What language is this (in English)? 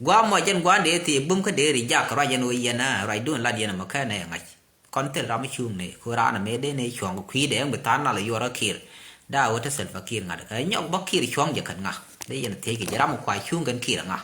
Nuer